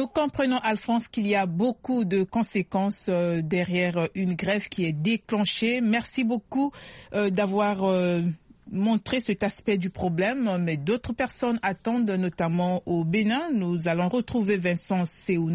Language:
French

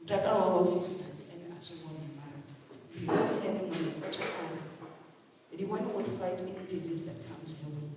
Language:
Venda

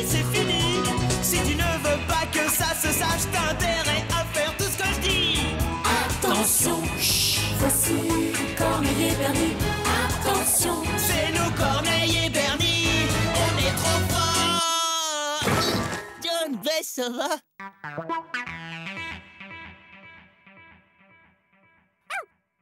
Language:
French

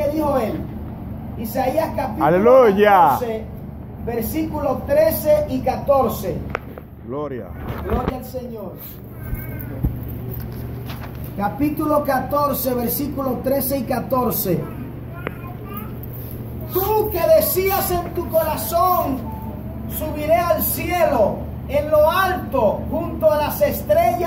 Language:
Spanish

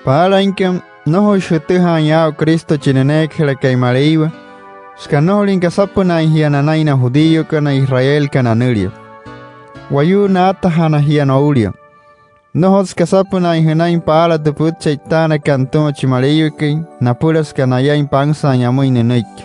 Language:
Wayuu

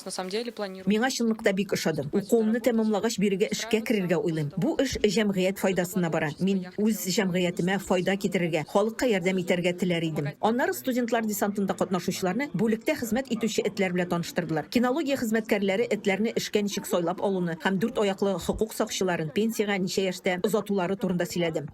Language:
Tatar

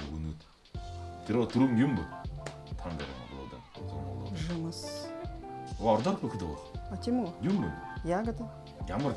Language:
Buriat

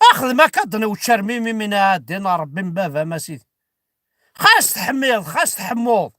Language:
Kabyle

